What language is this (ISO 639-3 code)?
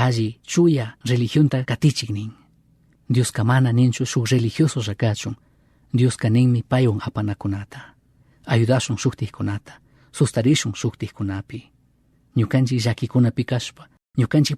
qug